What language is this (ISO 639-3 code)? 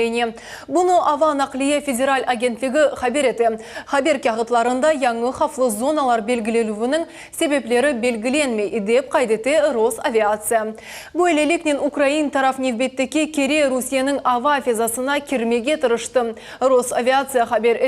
crh